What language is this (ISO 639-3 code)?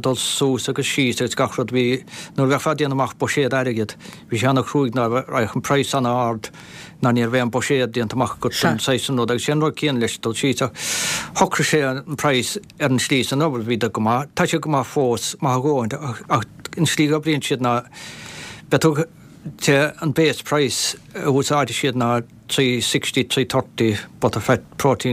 gle